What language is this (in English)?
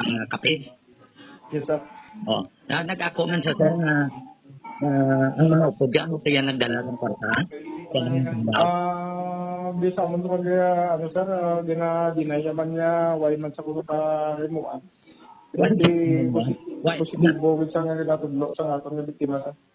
Hiligaynon